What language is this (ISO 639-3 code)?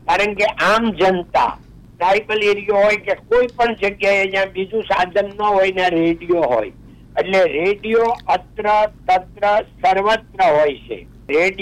guj